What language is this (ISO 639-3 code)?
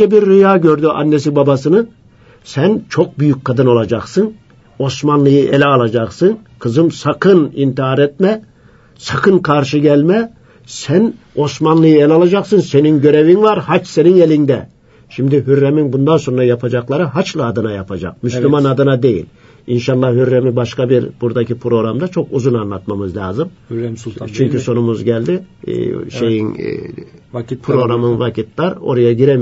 tur